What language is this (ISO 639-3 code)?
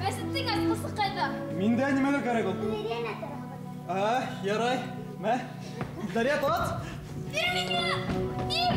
bak